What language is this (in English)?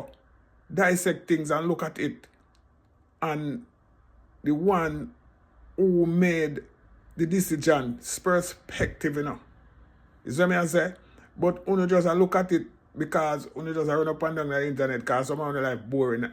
Jamaican Creole English